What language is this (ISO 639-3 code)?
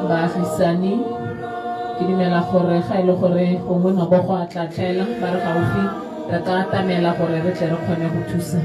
tsn